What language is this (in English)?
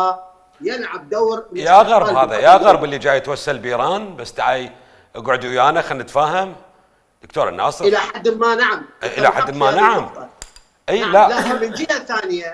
Mesopotamian Arabic